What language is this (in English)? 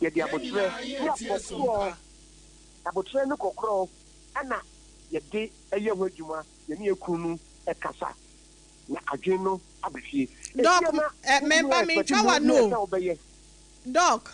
Akan